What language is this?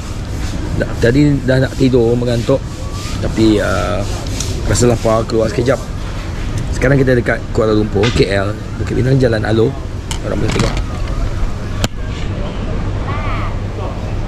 Malay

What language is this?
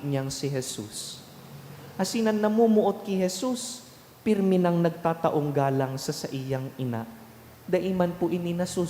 Bikol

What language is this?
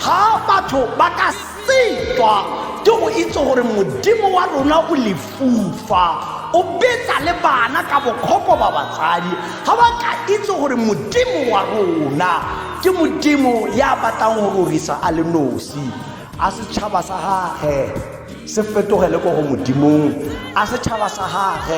Tswana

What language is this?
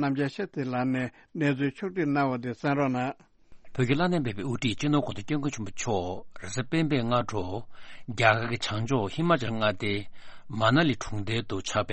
Tibetan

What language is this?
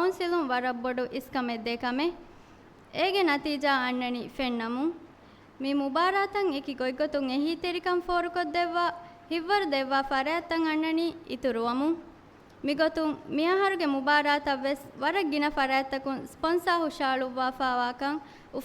Divehi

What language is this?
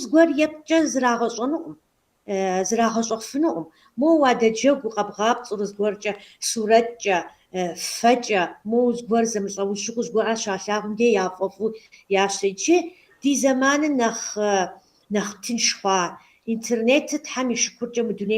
Kabardian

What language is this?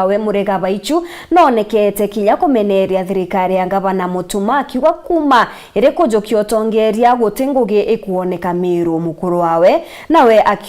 Meru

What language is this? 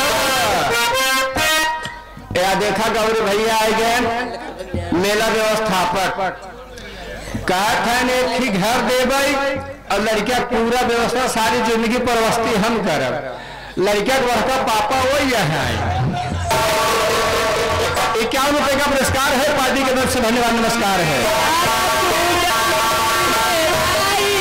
Bhojpuri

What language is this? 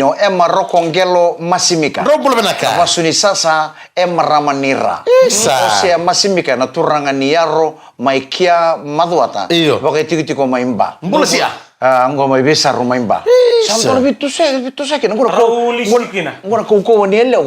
Fijian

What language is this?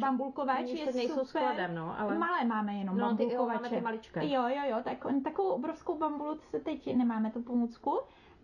Czech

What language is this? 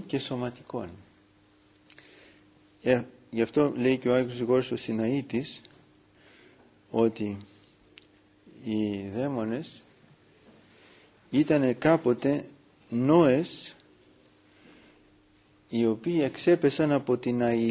Greek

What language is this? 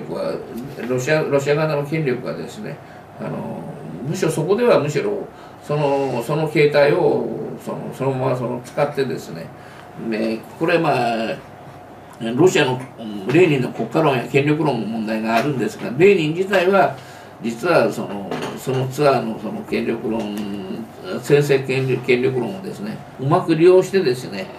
Japanese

